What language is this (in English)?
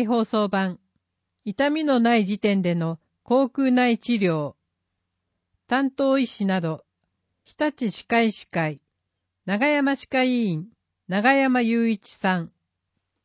Japanese